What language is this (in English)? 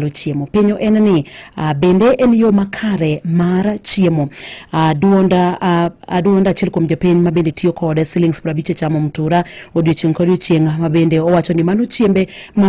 Luo (Kenya and Tanzania)